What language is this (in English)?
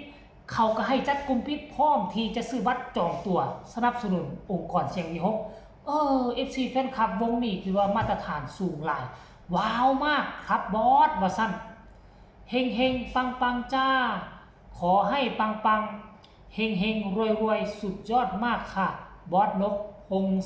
Northeastern Thai